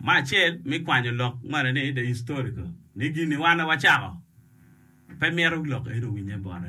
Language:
Acoli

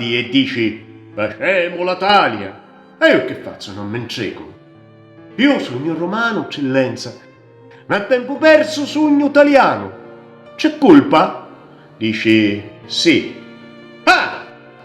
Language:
Sicilian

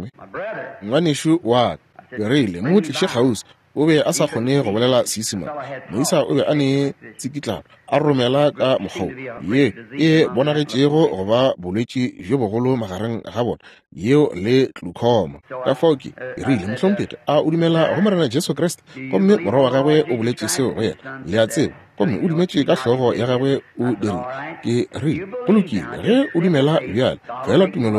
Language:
Northern Sotho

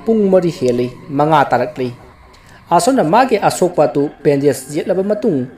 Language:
Manipuri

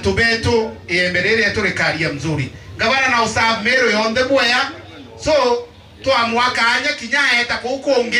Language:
Meru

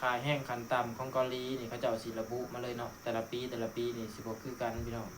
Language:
Lao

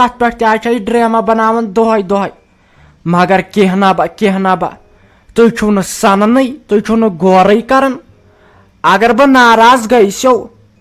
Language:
Kashmiri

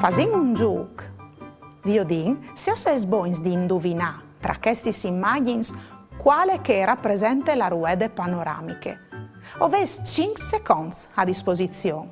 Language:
Friulian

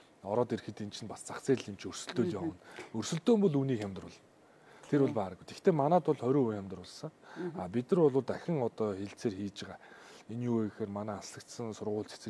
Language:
Mongolian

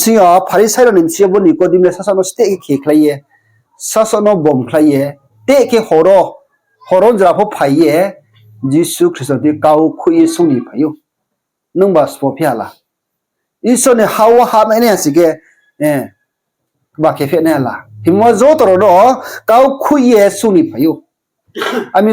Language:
Riang (India)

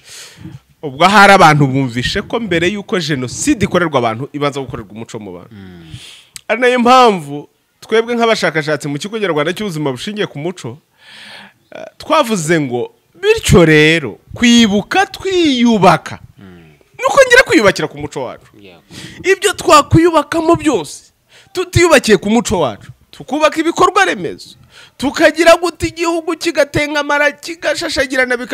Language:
Kinyarwanda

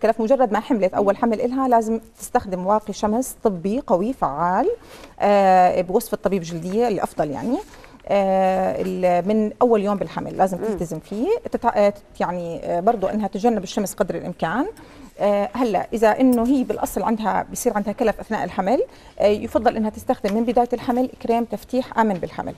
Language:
South Levantine Arabic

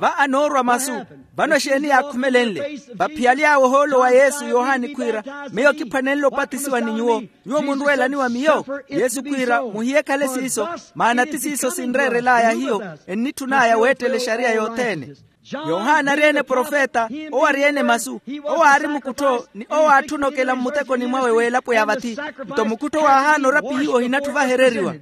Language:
Makhuwa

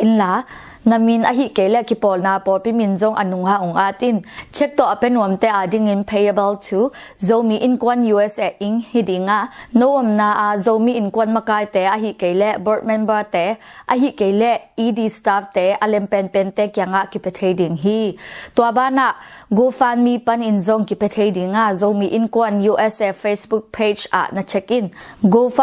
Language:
Tedim Chin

